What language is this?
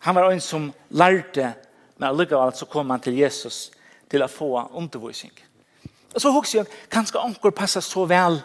Faroese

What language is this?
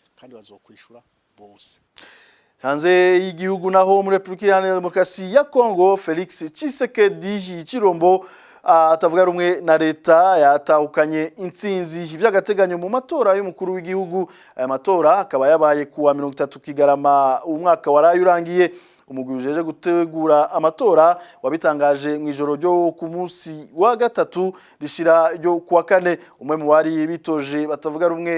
Rundi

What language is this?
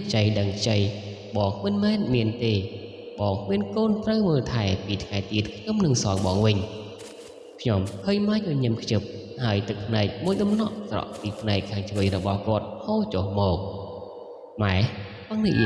Khmer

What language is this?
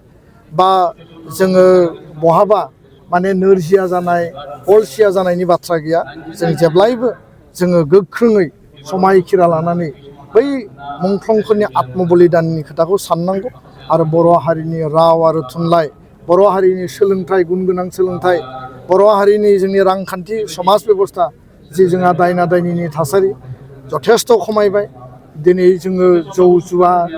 Bodo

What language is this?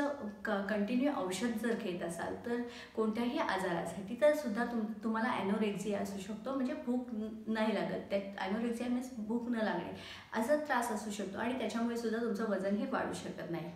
Marathi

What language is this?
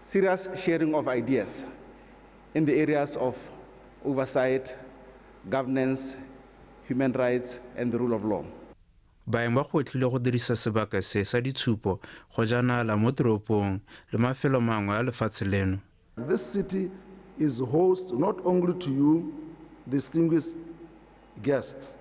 Tswana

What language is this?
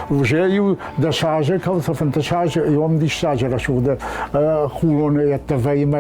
Ossetic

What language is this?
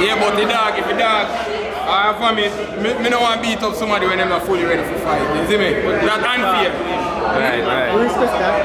Jamaican Creole English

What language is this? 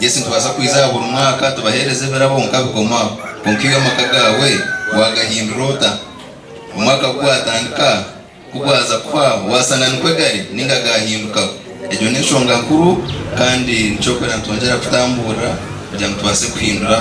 Nyankole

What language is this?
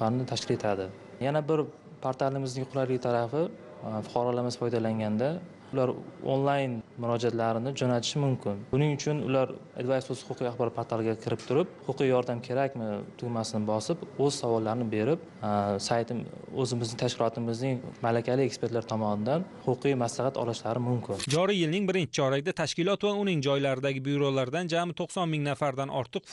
Uzbek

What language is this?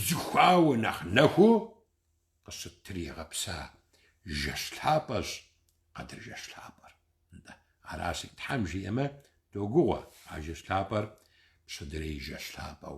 Kabardian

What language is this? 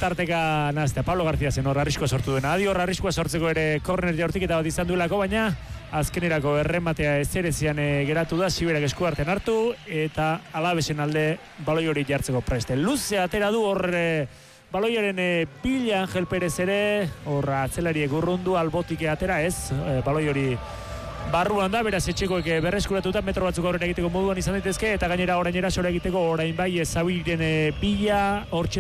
Basque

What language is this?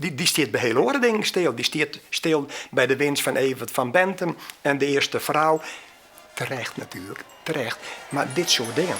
Western Frisian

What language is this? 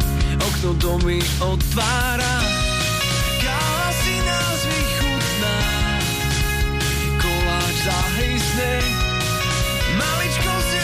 Slovak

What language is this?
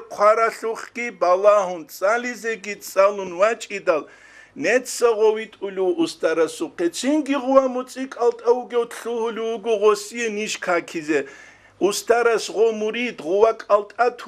Avaric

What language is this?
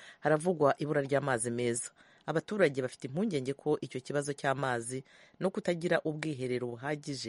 Kinyarwanda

